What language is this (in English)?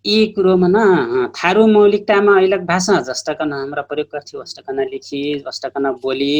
Dangaura Tharu